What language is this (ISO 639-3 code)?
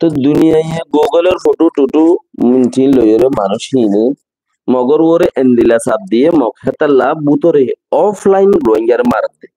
rhg